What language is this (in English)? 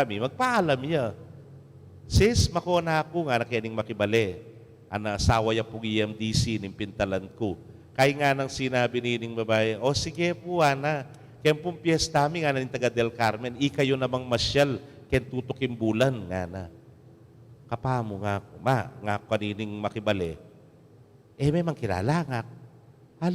Pampanga